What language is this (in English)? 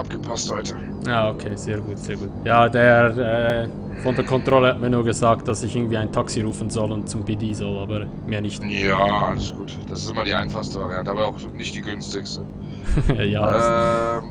Swiss German